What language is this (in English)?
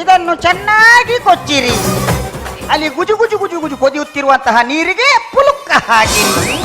Tulu